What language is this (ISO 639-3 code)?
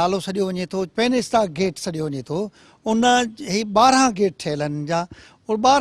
snd